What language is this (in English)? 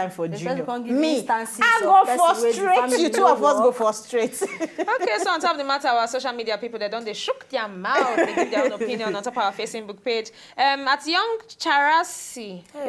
Nigerian Pidgin